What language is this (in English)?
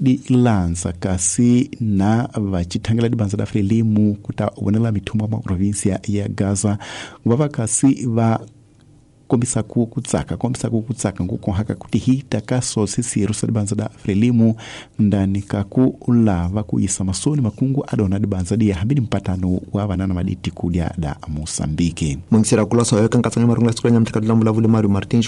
Tsonga